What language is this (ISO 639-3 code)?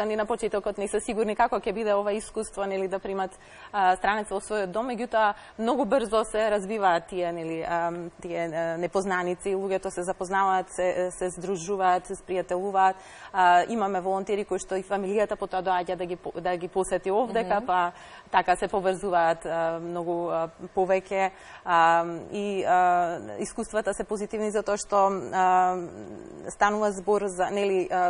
mkd